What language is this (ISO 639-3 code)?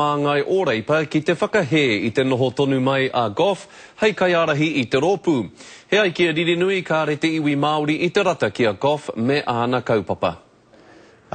mri